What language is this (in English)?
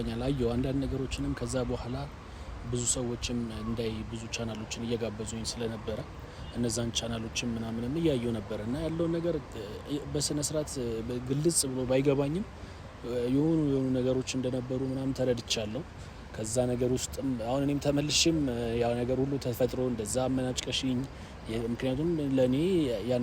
Amharic